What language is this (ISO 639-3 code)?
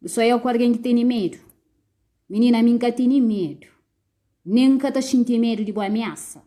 kea